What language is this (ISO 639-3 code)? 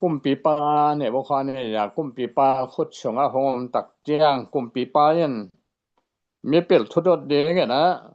ctd